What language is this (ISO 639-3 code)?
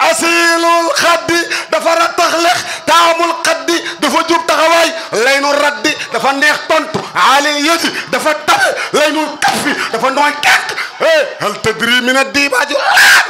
wol